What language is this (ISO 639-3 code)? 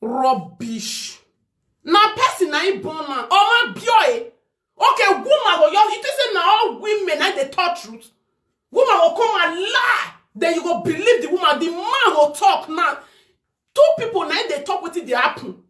pcm